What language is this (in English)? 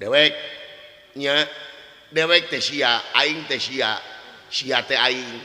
Sundanese